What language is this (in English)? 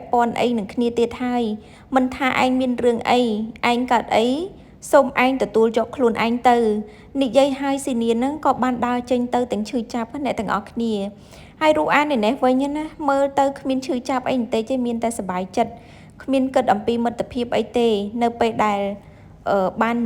Khmer